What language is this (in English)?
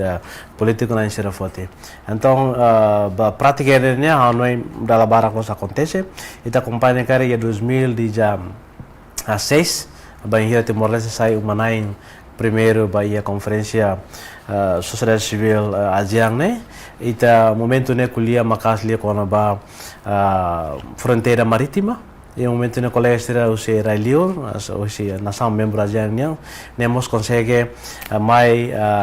Tetum